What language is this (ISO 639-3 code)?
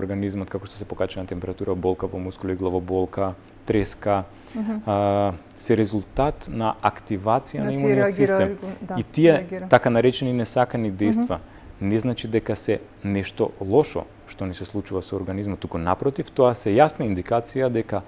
mkd